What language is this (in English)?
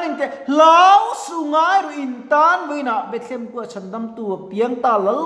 Mizo